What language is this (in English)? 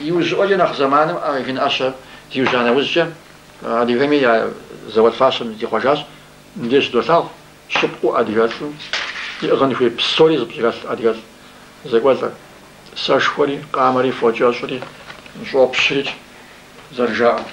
Kabardian